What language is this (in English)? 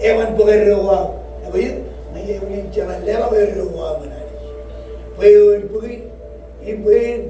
Marshallese